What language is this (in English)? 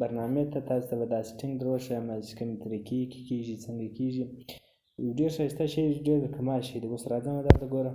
Pashto